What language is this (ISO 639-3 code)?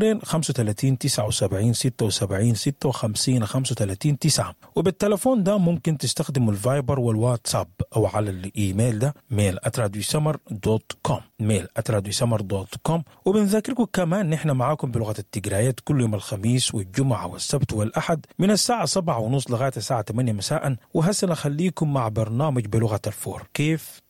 apd